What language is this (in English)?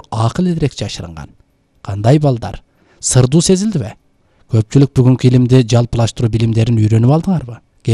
Kyrgyz